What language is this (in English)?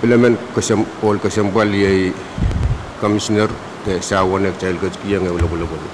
Pohnpeian